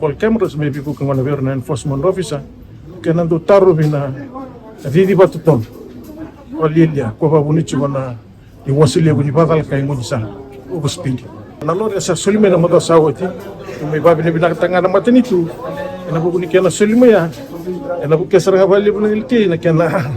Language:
Fijian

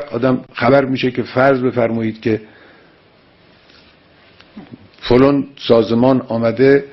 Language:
Persian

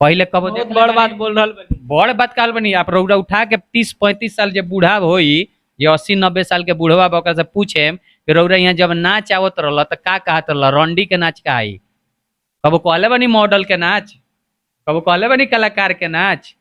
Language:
Bhojpuri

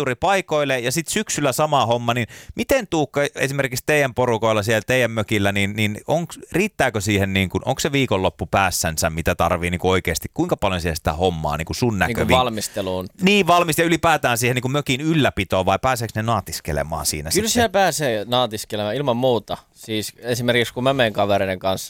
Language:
Finnish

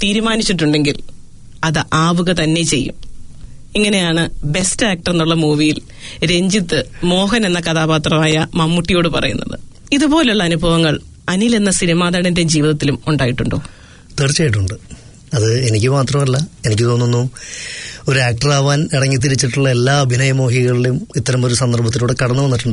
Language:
Malayalam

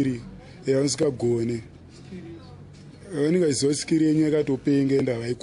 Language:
Shona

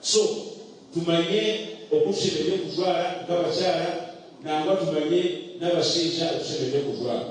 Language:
Nyankole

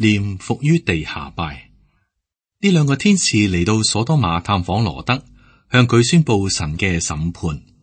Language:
Cantonese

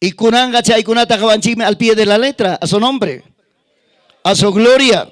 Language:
Ayacucho Quechua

